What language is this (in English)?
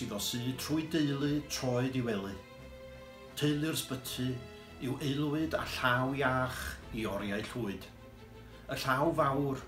Welsh